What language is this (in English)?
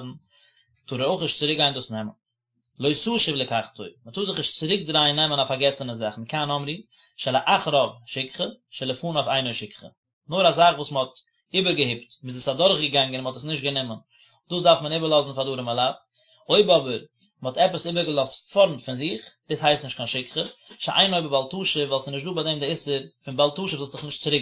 Yiddish